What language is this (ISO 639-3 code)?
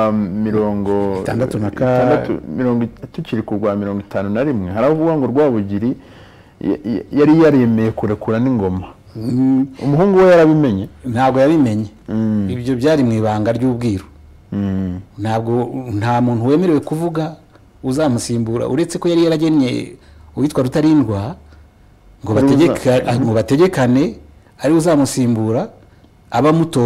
kin